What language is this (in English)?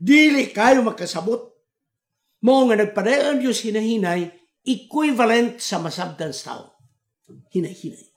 Cebuano